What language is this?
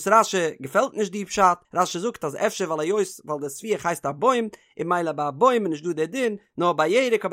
Yiddish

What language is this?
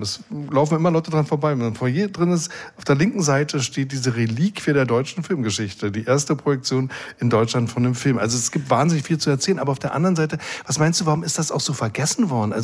German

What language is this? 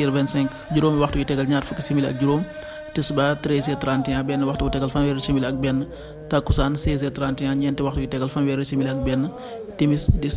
Wolof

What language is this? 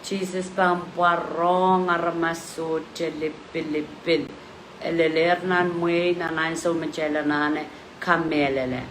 Pohnpeian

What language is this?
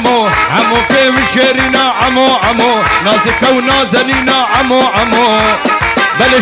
Kurdish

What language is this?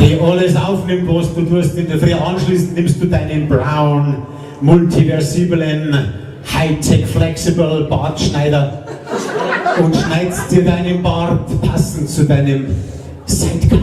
Bavarian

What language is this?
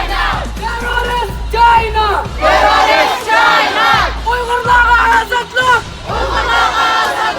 Uyghur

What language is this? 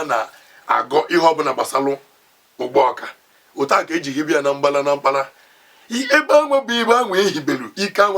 Igbo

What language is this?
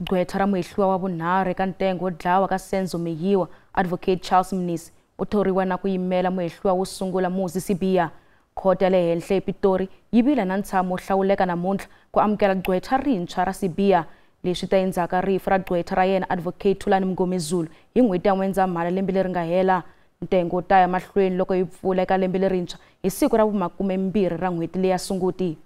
Tsonga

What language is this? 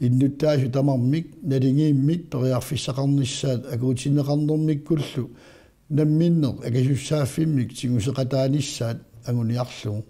Kalaallisut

